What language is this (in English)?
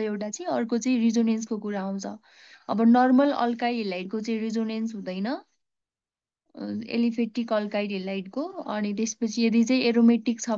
Nepali